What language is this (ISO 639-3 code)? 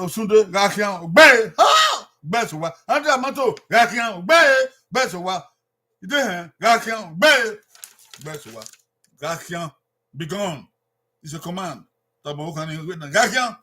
bin